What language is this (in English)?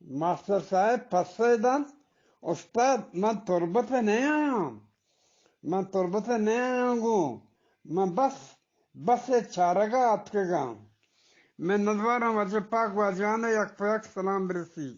Eastern Balochi